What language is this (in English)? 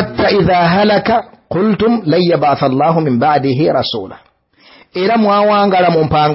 Ganda